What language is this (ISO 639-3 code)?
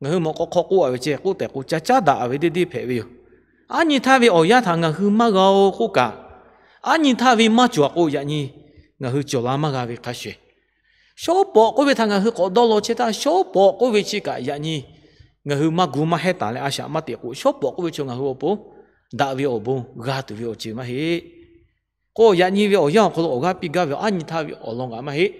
lhu